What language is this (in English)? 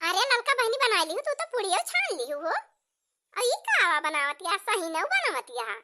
Awadhi